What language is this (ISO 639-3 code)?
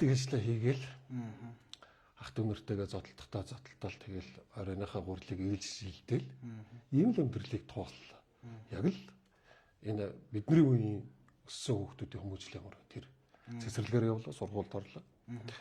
mon